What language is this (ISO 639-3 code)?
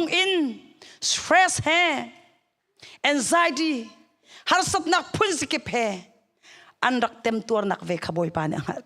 cnh